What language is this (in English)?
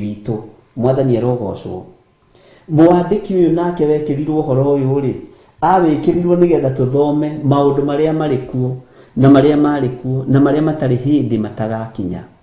Kikuyu